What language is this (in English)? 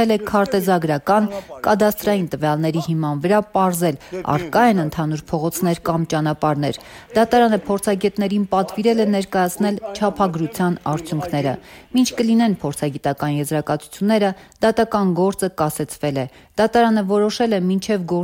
Armenian